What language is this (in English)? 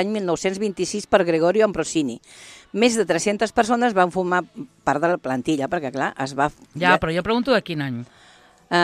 Catalan